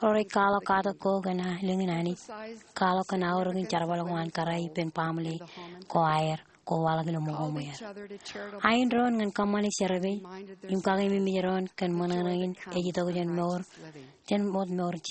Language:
Marshallese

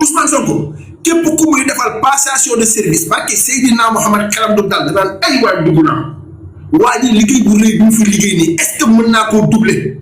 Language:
Wolof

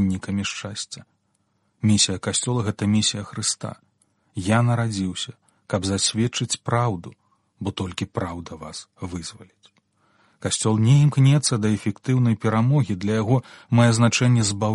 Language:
Belarusian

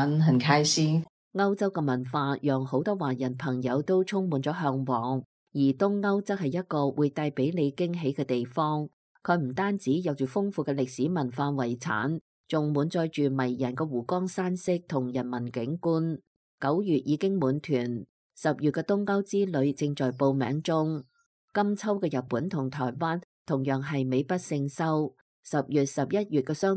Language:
Cantonese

